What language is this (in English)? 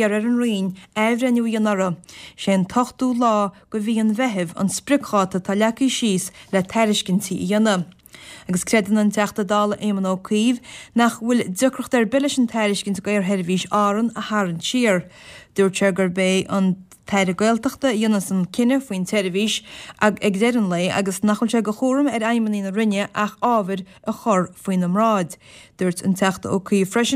Irish